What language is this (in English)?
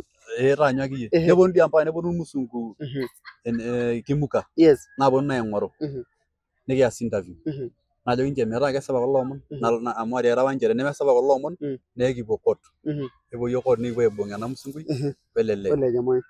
Masai